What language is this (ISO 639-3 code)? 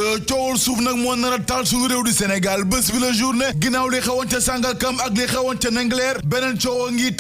wol